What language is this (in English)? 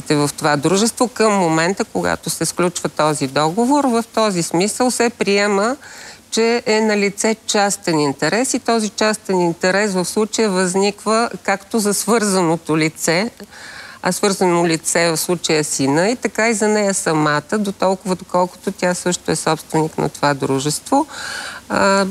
Bulgarian